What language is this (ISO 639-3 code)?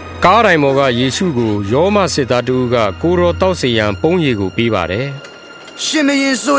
mya